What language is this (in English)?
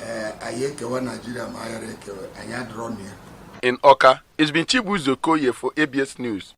Igbo